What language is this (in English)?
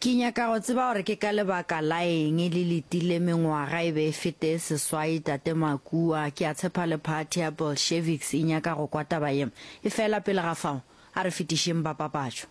Northern Sotho